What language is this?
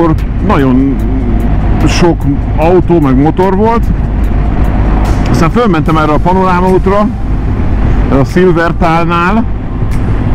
Hungarian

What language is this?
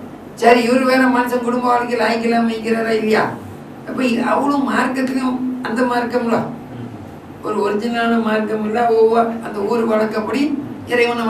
Tamil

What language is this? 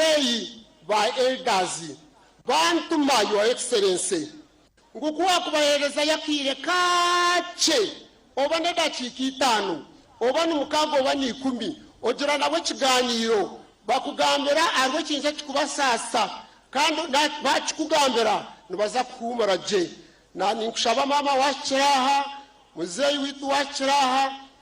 Nyankole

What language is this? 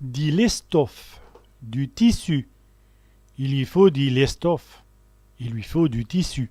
Walloon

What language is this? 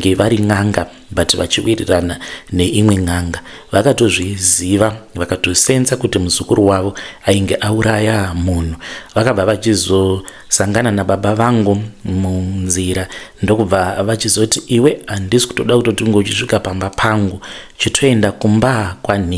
Shona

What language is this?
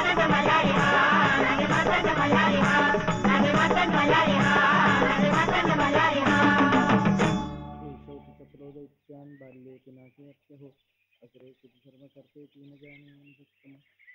Marathi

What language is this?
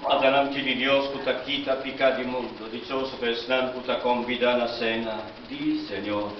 Papiamento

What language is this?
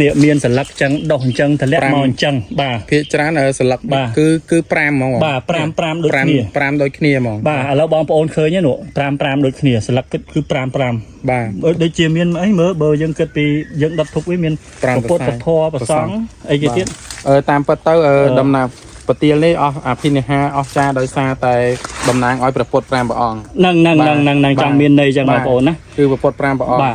Khmer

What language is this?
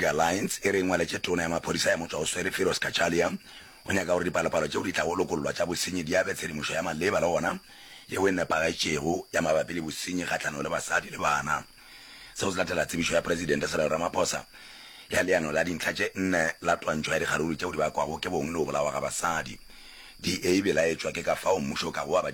Northern Sotho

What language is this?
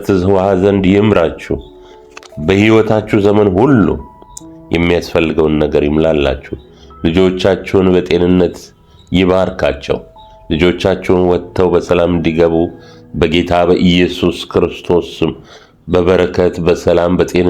Amharic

